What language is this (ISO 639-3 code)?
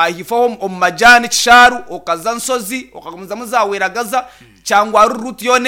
nyn